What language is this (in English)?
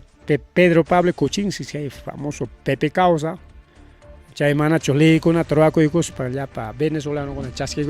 Ayacucho Quechua